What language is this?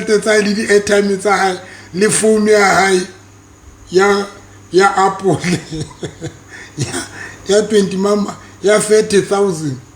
Southern Sotho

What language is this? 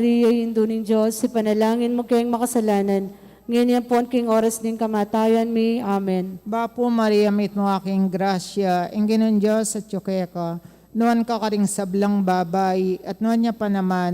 Pampanga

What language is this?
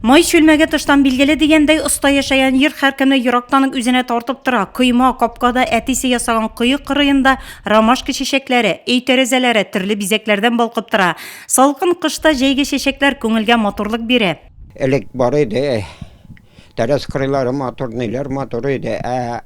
Tatar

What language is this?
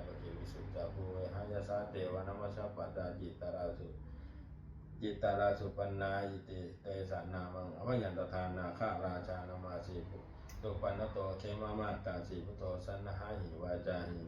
Pali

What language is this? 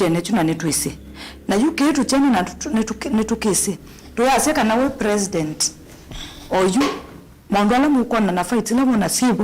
Kamba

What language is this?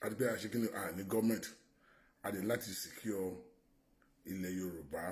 Yoruba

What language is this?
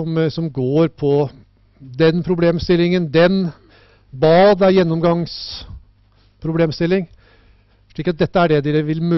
Norwegian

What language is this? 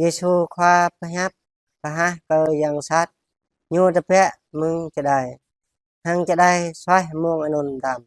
Jarai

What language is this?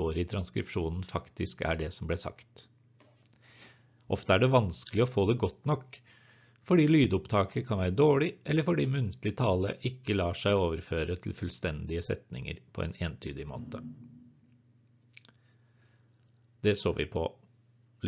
Norwegian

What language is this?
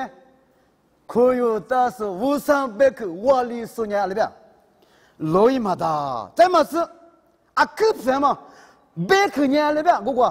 Lisu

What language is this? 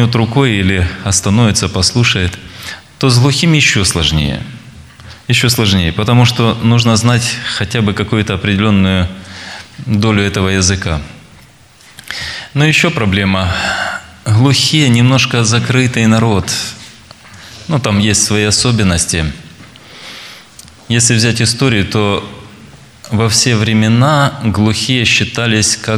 Russian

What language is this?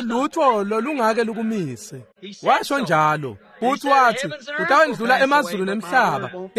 Swati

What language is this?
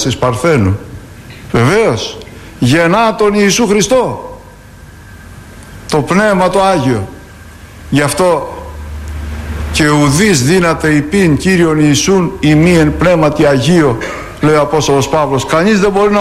Greek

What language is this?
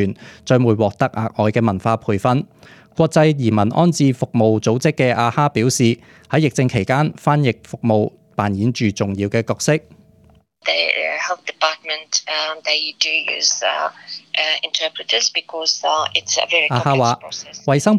Cantonese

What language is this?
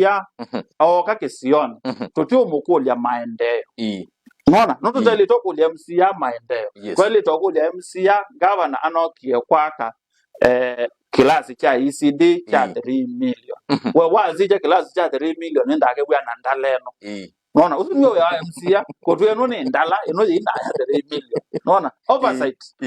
Kamba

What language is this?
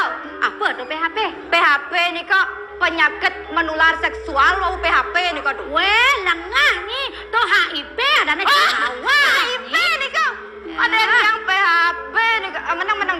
Balinese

